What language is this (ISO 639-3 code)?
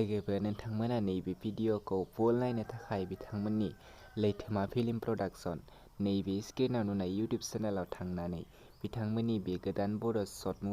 brx